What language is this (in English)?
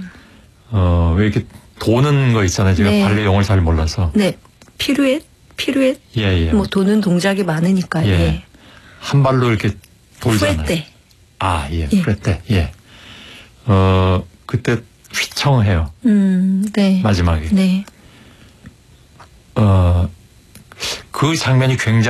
Korean